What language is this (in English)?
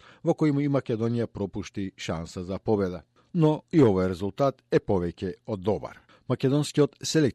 Macedonian